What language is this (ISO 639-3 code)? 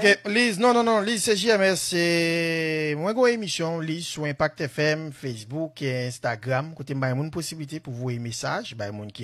hat